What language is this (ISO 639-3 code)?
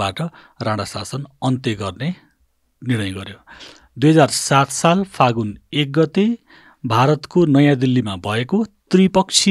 nep